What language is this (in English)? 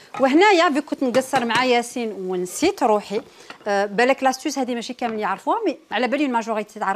Algerian Arabic